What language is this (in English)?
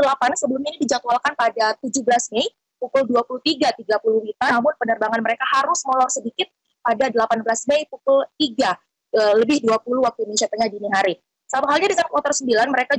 Indonesian